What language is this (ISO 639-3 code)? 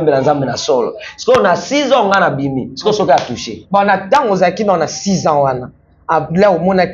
lin